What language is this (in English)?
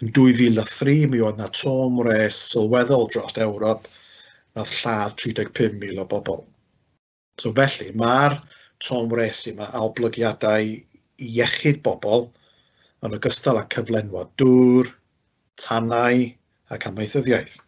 Welsh